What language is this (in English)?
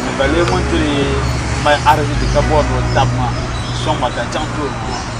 Dagbani